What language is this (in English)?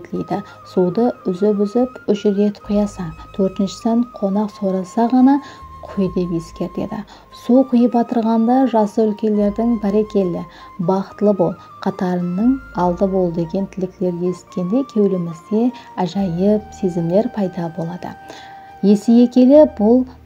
Kara-Kalpak